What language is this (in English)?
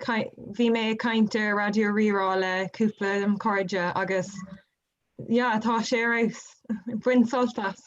Irish